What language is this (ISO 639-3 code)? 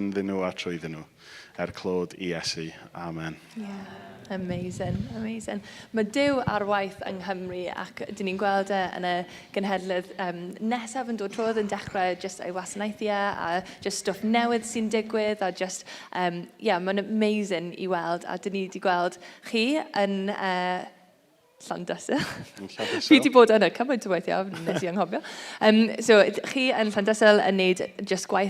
cym